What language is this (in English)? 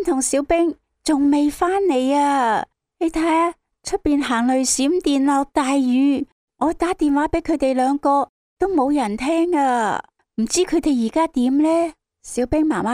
Cantonese